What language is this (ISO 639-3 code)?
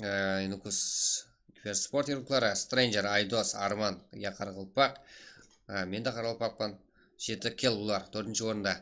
kaa